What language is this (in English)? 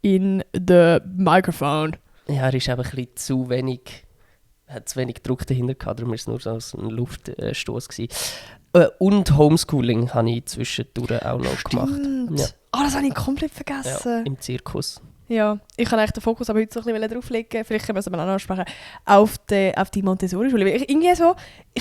Swiss German